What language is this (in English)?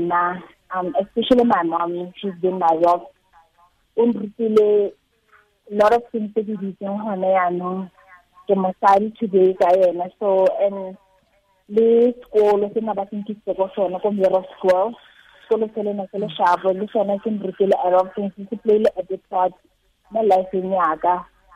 Tswana